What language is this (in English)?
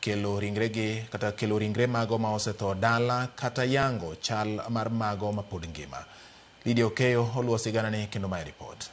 Luo (Kenya and Tanzania)